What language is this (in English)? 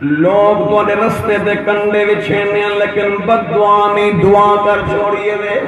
Saraiki